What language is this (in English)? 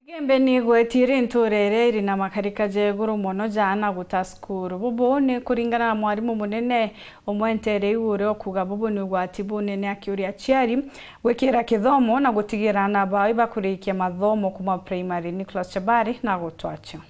Meru